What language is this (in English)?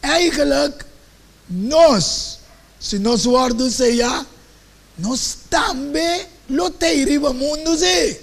Papiamento